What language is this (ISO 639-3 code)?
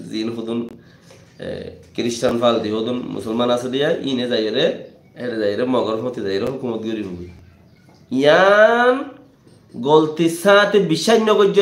rhg